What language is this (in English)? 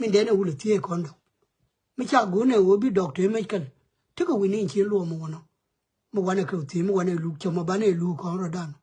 Nuer